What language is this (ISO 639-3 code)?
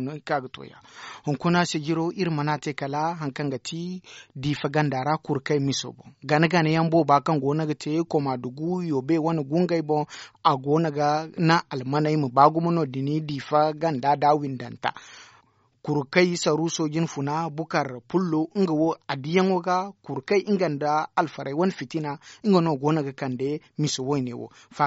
dje